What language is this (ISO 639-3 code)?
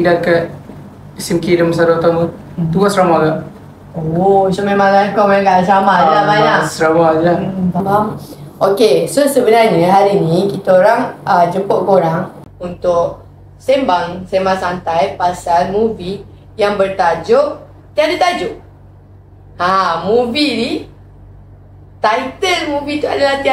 msa